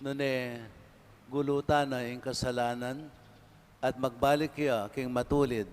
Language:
Pampanga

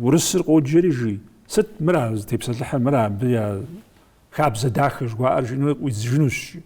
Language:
Kabardian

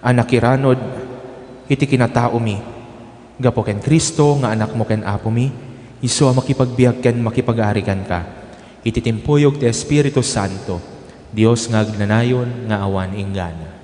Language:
Iloko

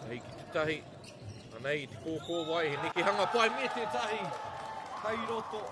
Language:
Māori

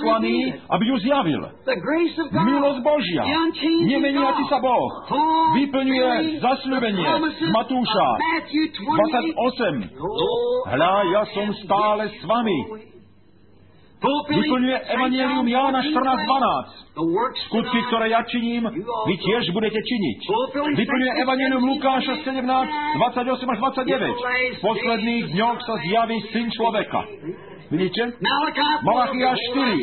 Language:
Slovak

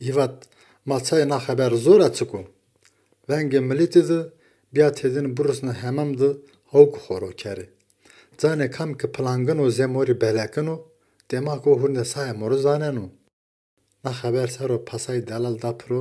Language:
Zaza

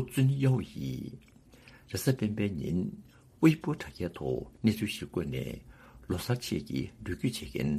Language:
Tibetan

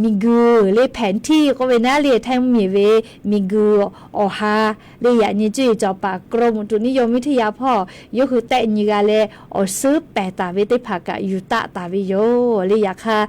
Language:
Lahu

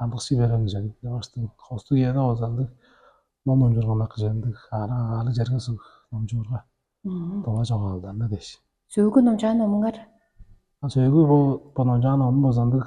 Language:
Tuvinian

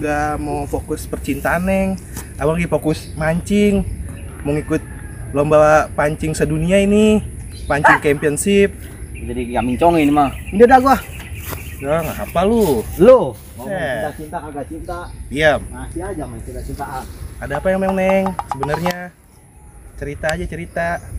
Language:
Betawi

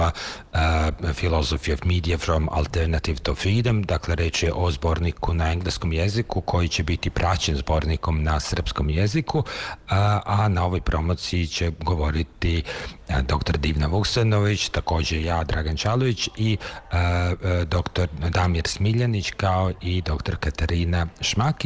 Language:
Serbian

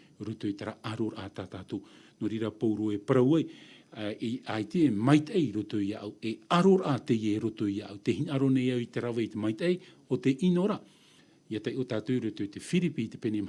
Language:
Tahitian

